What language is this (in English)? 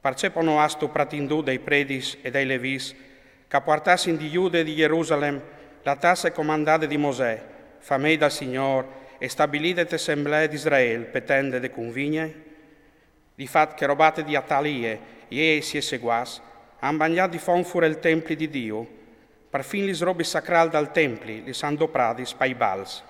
Friulian